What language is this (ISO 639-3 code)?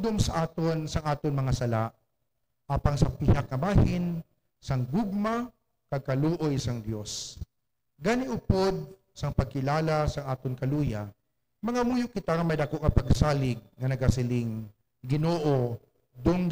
hil